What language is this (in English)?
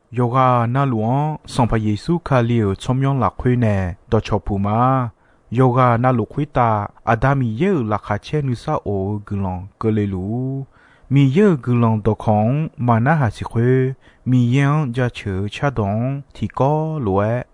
Akha